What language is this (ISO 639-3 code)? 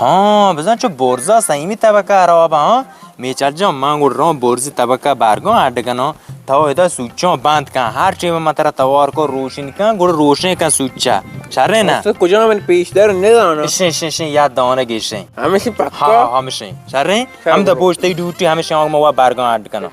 bal